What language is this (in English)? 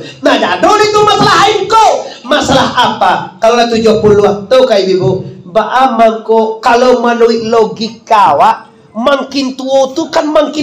Minangkabau